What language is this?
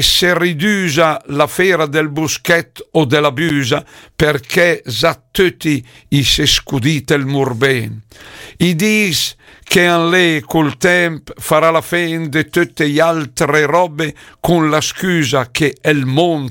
Lombard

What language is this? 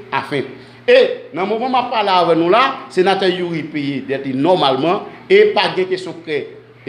Haitian Creole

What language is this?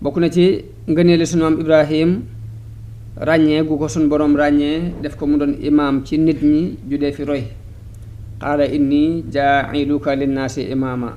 Wolof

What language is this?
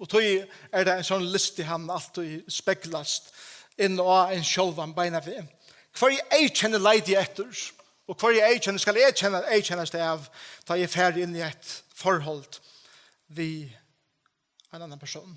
Faroese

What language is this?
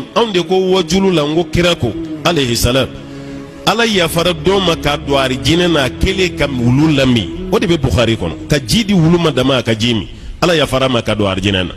Bambara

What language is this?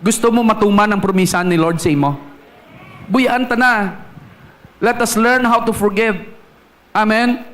Hiligaynon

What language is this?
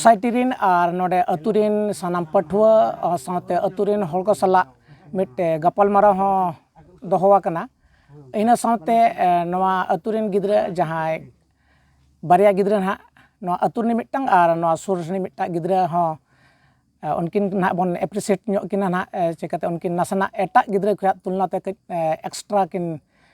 Santali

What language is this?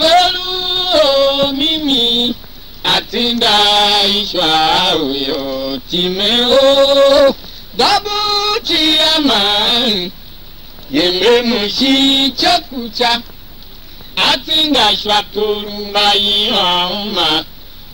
Tiv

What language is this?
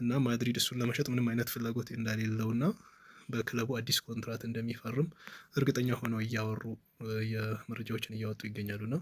Amharic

